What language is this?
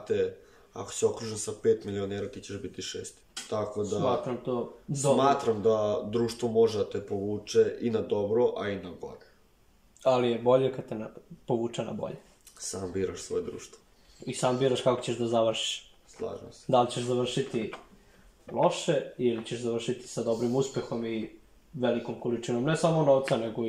Serbian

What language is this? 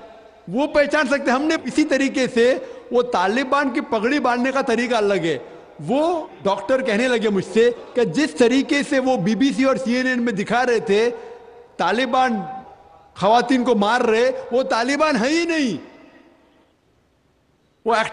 Urdu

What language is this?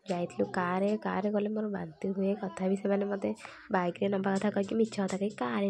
Odia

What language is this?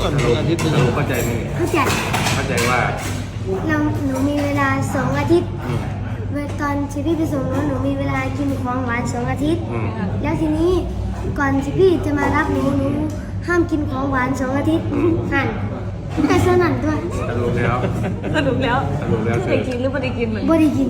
Northeastern Thai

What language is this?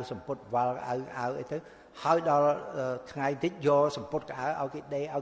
Khmer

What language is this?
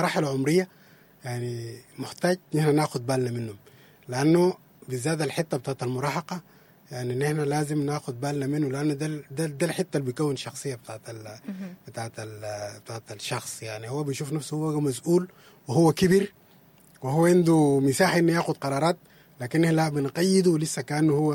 Sudanese Arabic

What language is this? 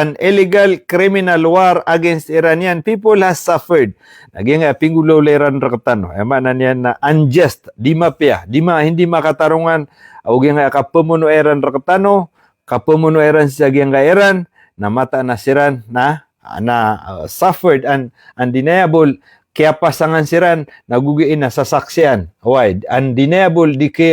Maranao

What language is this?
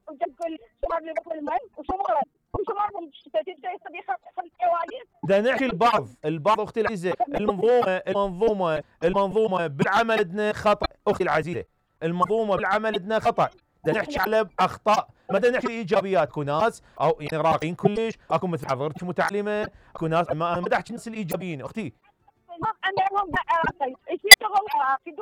Mesopotamian Arabic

